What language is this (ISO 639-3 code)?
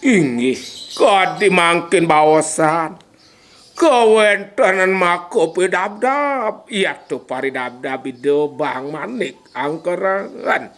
ban